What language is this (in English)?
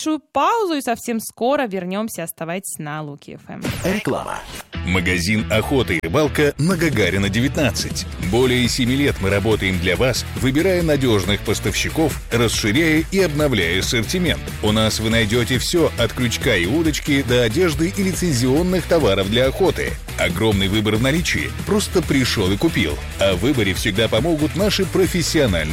Russian